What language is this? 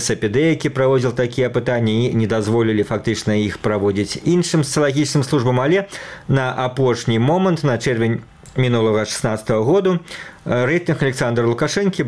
Belarusian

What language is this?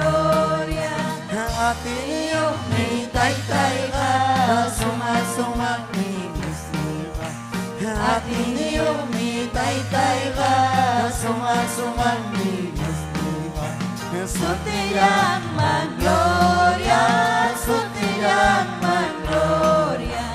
Ayacucho Quechua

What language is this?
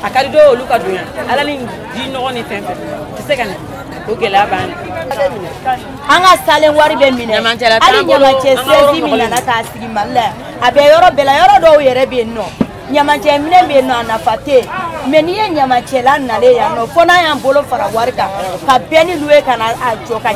Bambara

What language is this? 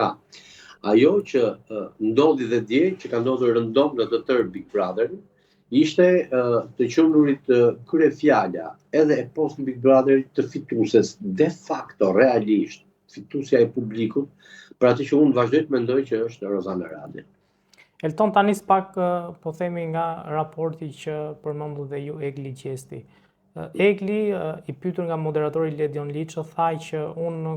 Albanian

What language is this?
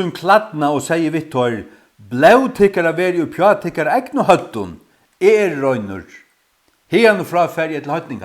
Faroese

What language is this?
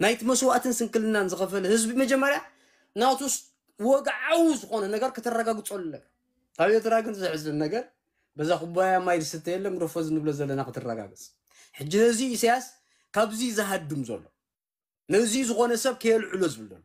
Tigrinya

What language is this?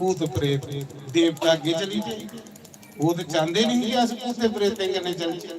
Dogri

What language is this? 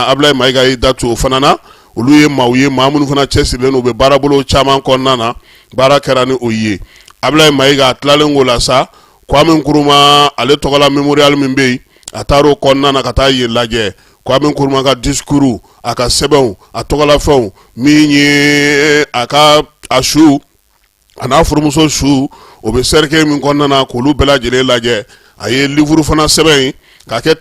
Bambara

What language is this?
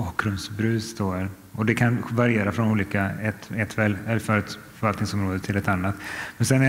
Swedish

